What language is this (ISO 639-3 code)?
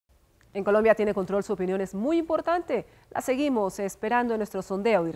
spa